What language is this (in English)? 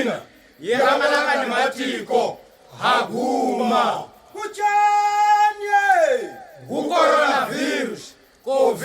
Chopi